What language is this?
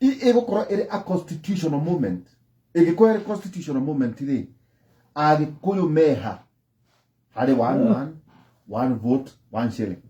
Kikuyu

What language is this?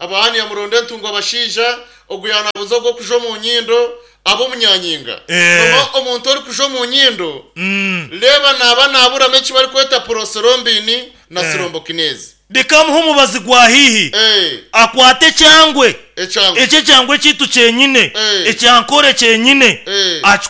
Nyankole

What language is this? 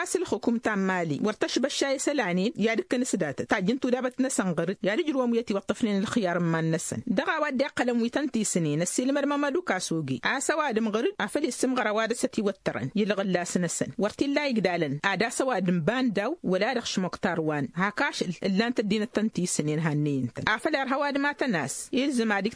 Tamasheq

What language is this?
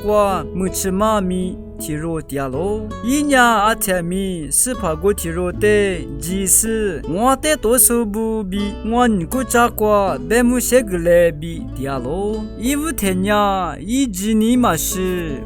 Lisu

